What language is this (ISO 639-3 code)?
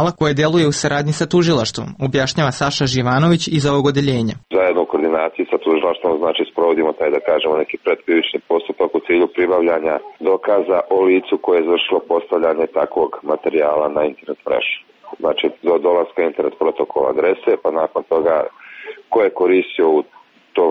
srp